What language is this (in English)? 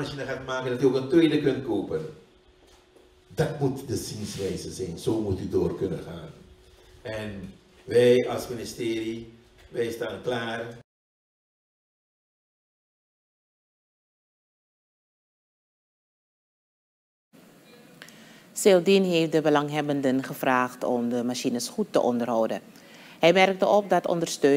Dutch